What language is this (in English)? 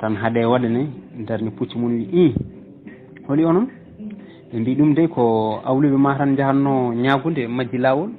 Fula